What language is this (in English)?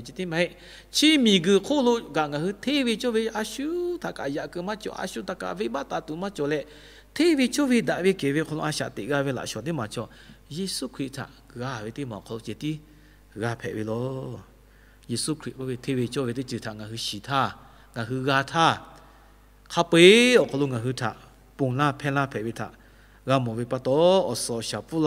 Lahu